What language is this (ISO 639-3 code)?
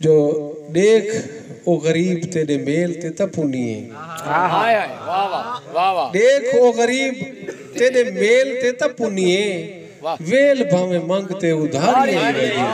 skr